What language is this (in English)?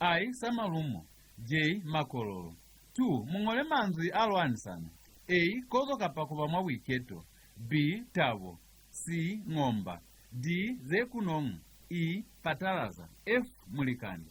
Lozi